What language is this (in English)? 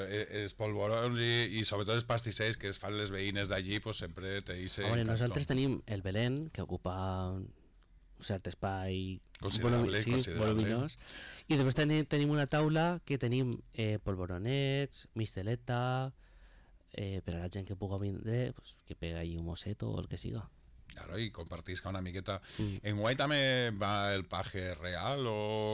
Catalan